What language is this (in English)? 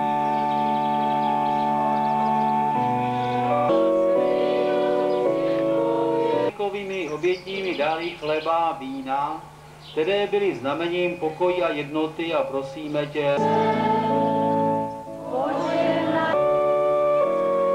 Czech